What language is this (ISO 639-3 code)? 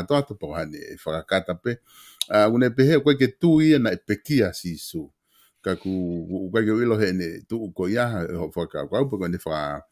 ton